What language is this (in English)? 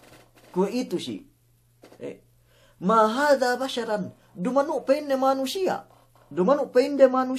Yakan